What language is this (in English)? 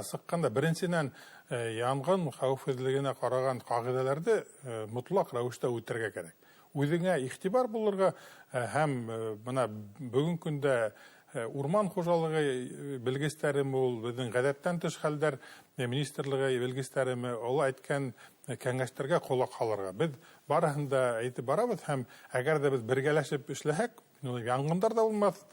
Bashkir